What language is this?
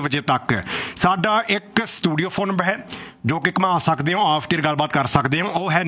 Punjabi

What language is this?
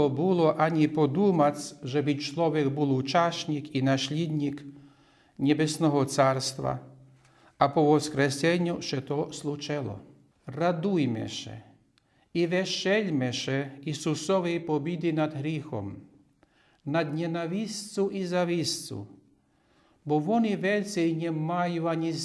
Rusyn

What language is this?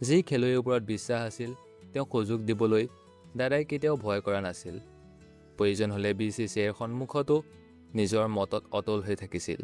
Assamese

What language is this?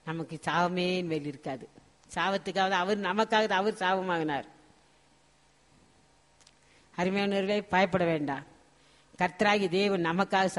Tamil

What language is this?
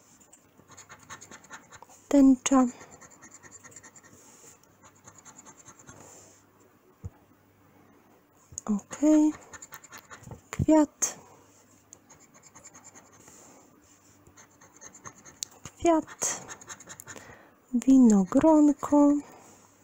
Polish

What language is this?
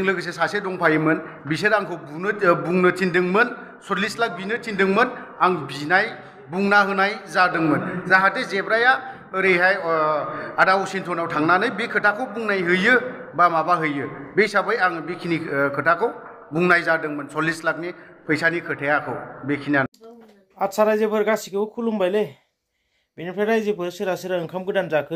Bodo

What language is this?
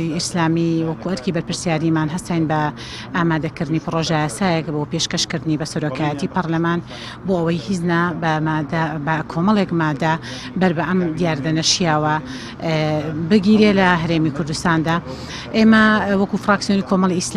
Central Kurdish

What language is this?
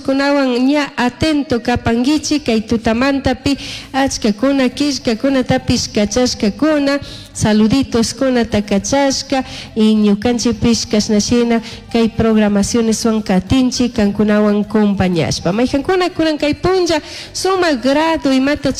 Chimborazo Highland Quichua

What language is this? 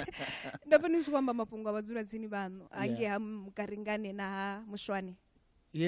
Venda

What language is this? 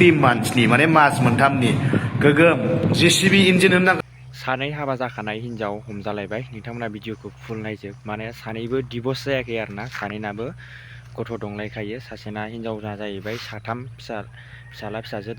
Bodo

